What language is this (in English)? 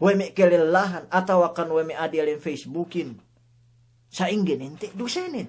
Yakan